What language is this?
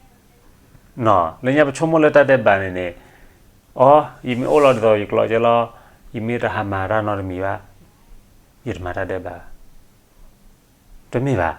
S'gaw Karen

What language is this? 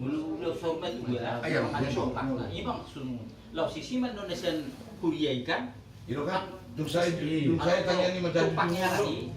Batak Toba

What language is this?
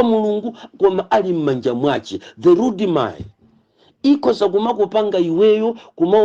Nyanja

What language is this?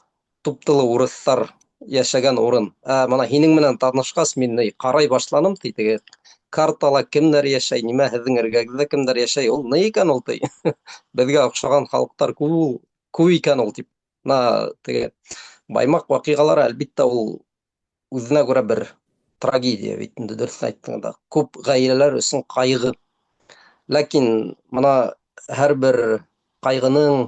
Bashkir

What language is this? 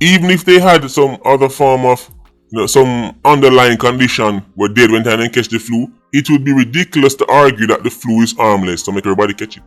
Jamaican Creole English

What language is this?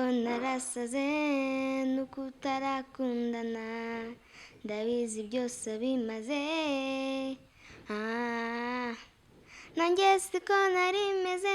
Kinyarwanda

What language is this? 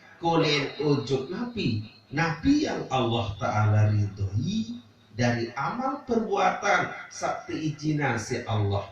Sasak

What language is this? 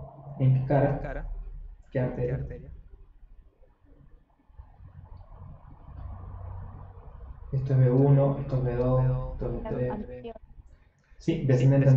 Spanish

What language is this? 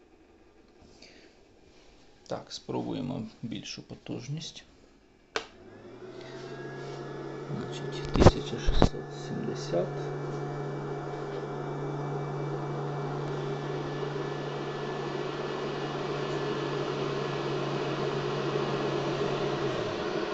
Ukrainian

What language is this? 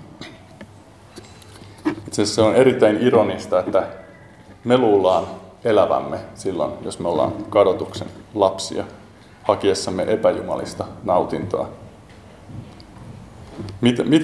Finnish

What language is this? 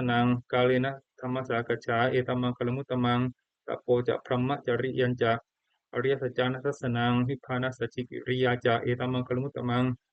Pali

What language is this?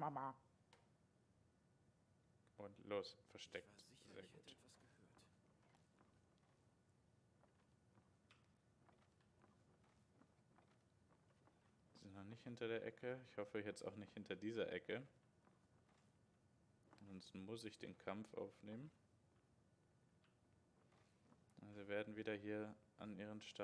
German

